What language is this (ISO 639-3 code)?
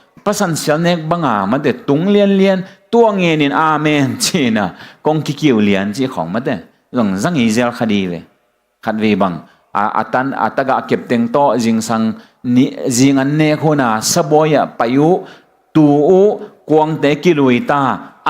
ctd